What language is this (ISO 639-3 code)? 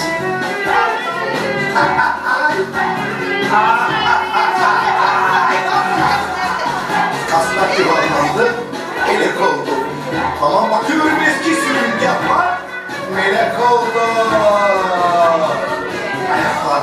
tur